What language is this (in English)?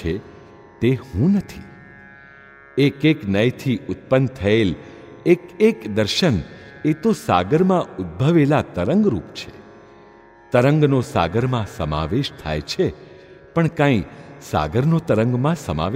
Gujarati